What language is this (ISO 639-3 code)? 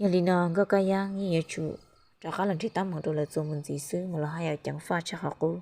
hmn